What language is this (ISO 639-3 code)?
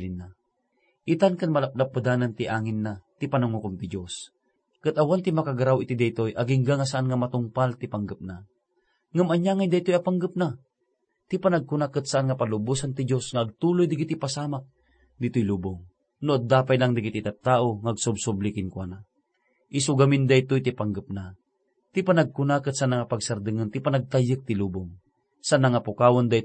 ilo